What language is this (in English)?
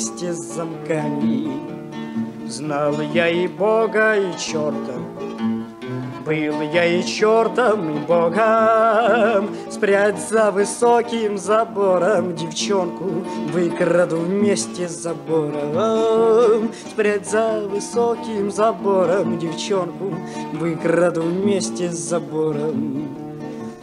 Russian